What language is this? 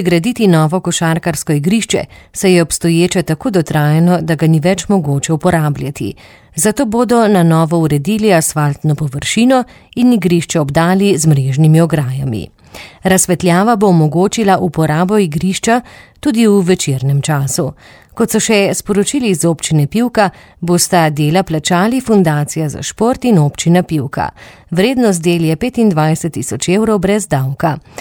Slovenian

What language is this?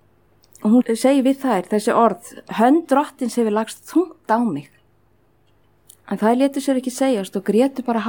Icelandic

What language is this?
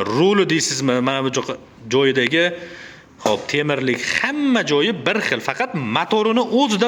Uzbek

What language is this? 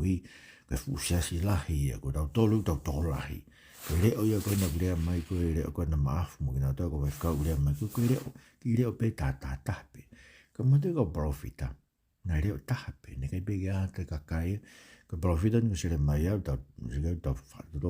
Tongan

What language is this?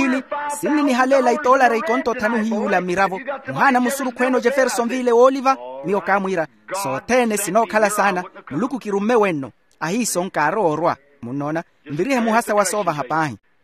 Makhuwa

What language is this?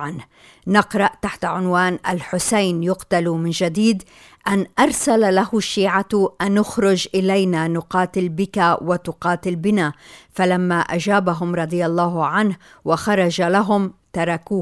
Arabic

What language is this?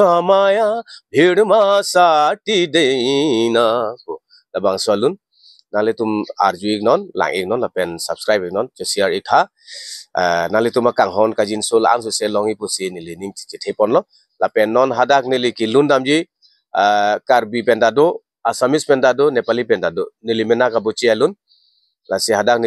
Karbi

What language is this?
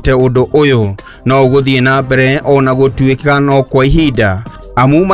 Kikuyu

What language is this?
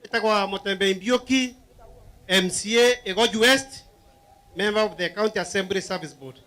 Meru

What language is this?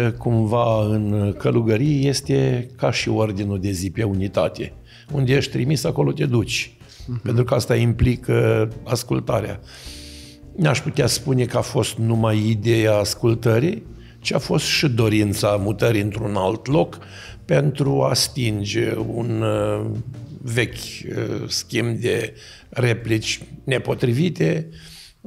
Romanian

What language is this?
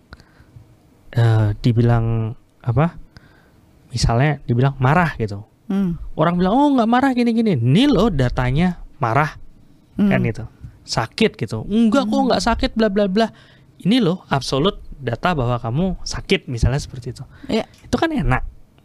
Indonesian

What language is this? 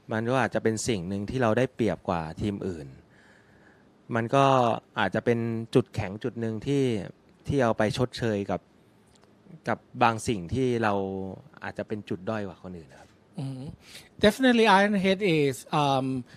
Thai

